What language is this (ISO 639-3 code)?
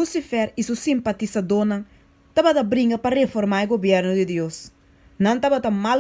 pap